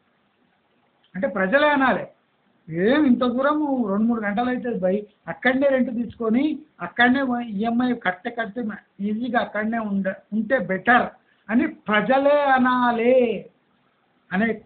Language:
Telugu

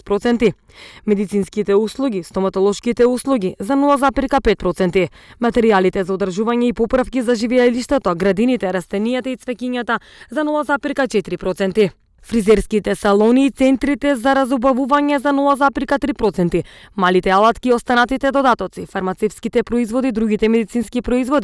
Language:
Macedonian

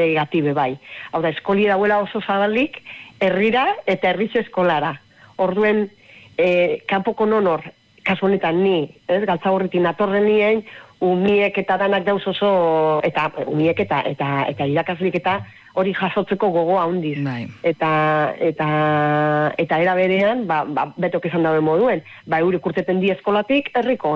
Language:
Basque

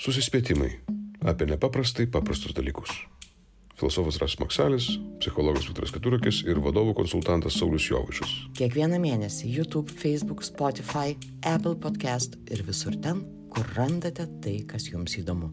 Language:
Lithuanian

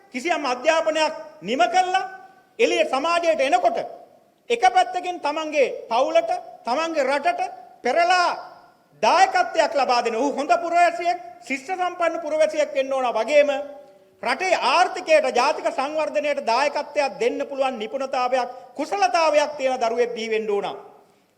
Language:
Sinhala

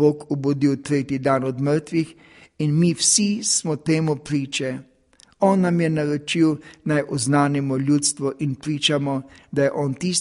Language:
Slovenian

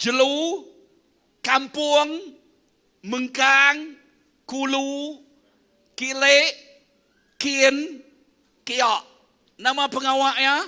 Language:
Iban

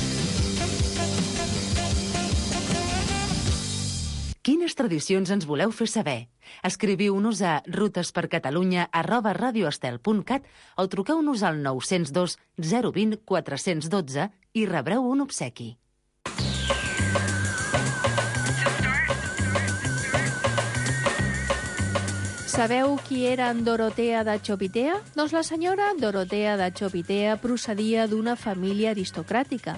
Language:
Catalan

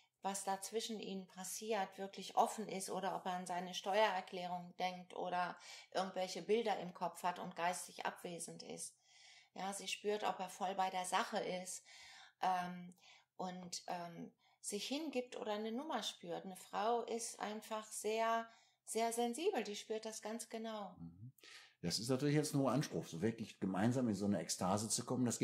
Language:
German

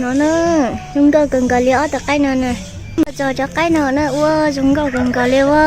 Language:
Hmong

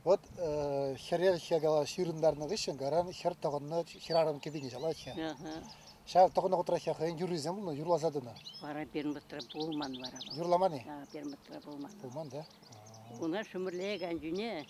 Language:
Chuvash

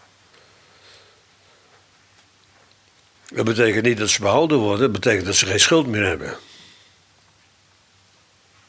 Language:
Dutch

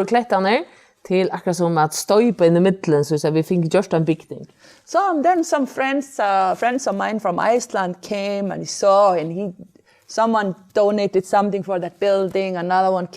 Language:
Faroese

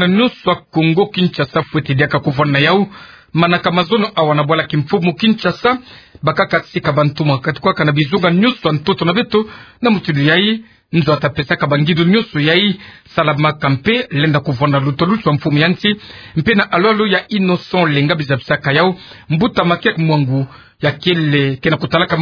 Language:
Kituba (Democratic Republic of Congo)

